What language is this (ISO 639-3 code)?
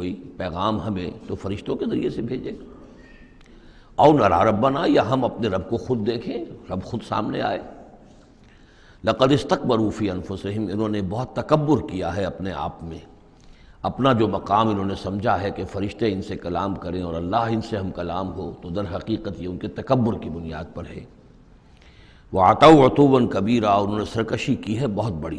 urd